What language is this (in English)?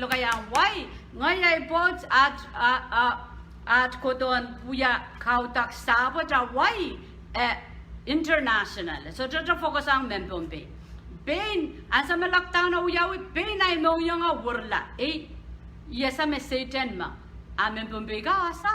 Pohnpeian